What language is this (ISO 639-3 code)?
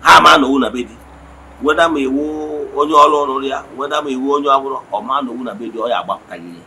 ibo